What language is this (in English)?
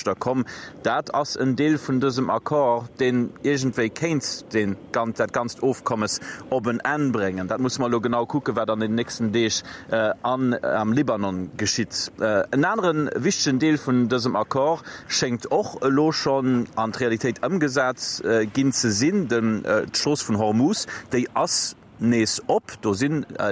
Luxembourgish